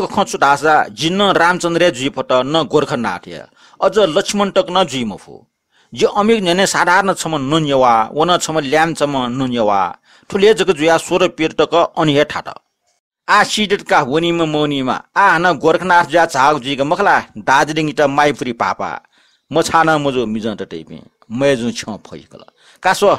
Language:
Newari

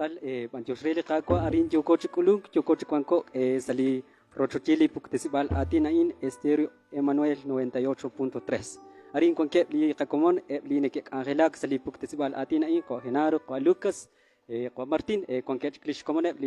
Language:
Kekchí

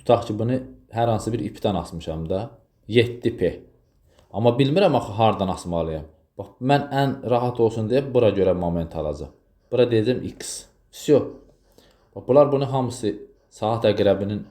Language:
Azerbaijani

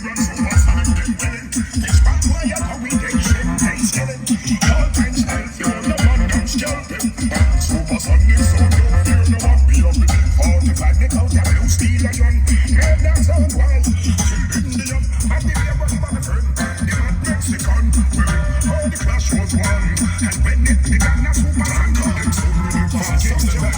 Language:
Jamaican Creole English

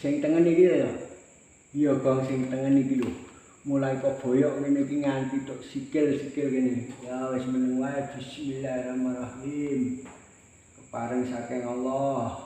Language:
Javanese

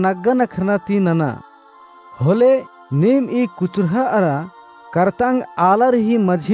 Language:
Kurukh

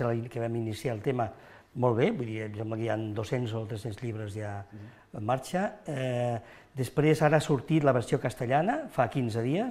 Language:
Catalan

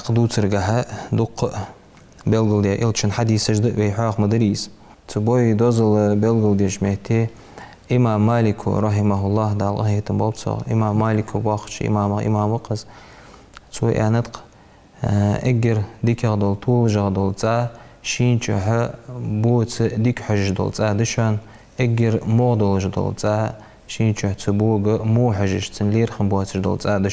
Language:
Ingush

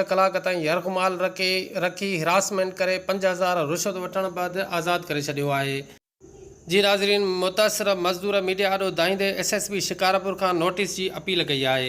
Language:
Sindhi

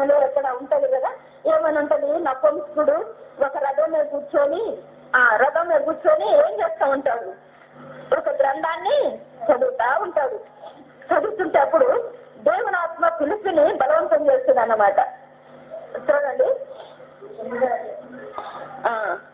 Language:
Telugu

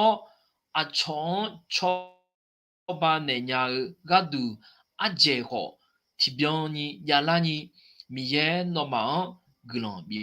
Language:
Akha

